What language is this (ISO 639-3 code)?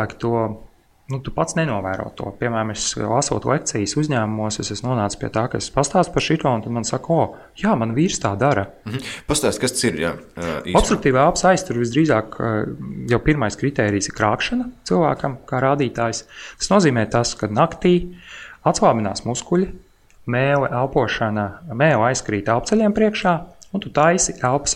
lav